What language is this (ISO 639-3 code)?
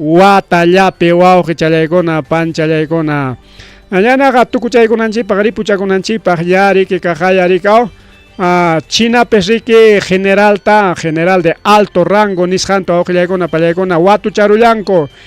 quy